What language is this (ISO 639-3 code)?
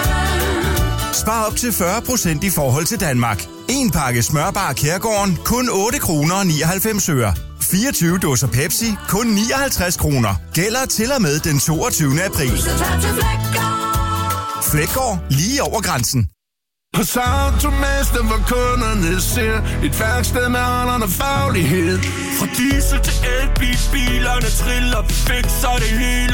dan